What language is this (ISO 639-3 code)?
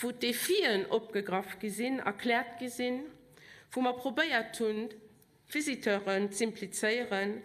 ltz